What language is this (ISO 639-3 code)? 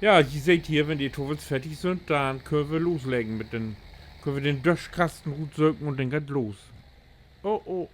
nds